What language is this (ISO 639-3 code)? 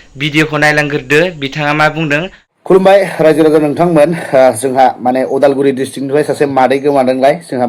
brx